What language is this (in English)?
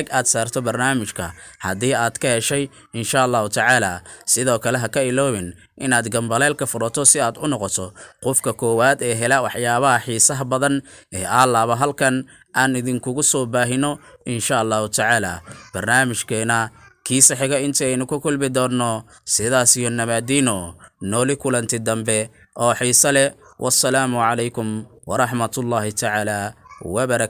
Somali